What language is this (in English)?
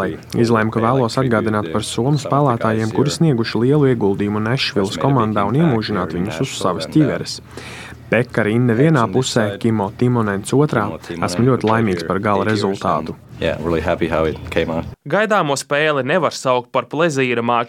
Latvian